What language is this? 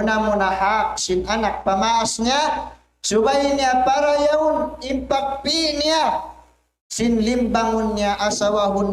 Tausug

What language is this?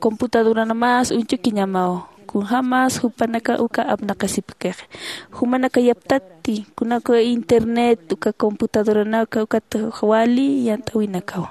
Aymara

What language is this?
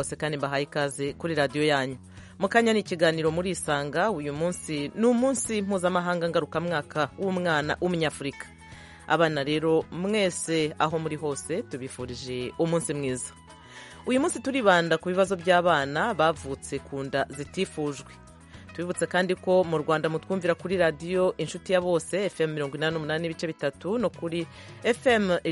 Kinyarwanda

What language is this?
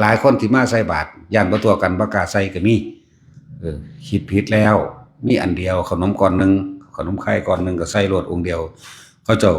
Northeastern Thai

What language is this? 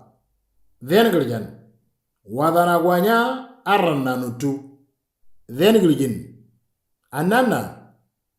Moro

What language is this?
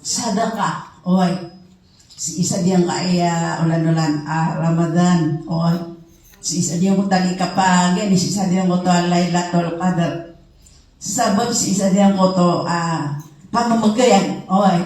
Maranao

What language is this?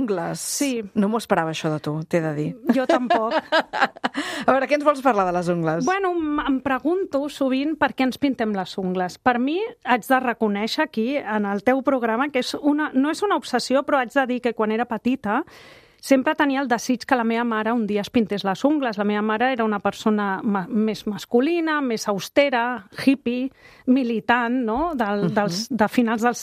Catalan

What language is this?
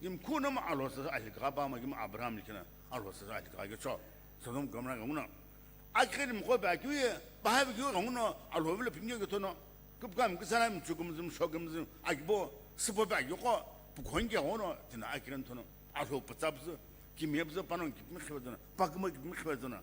Sumi Naga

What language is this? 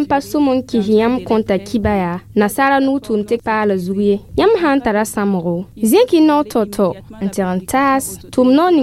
Mossi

